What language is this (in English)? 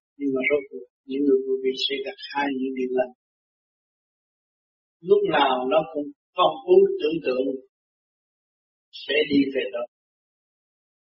Vietnamese